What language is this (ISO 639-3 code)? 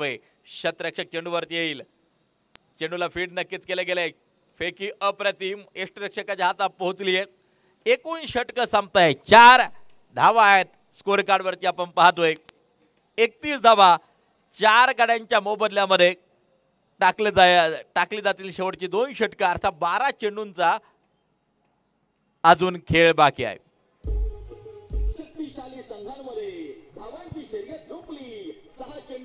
mar